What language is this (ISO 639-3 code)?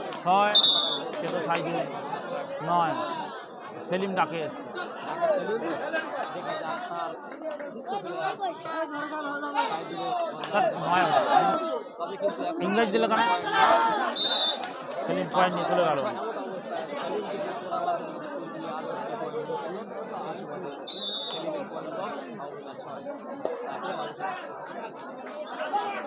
ben